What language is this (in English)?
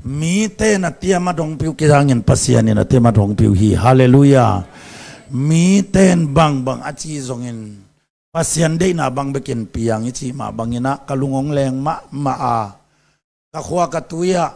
Tedim Chin